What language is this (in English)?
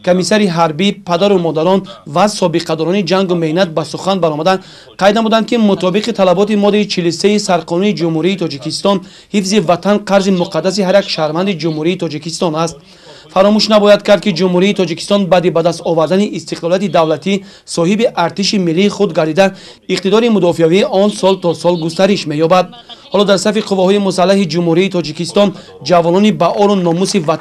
Tajik